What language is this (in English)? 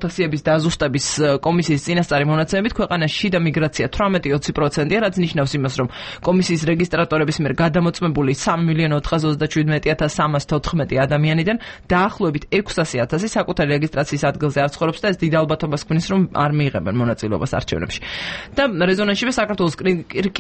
Georgian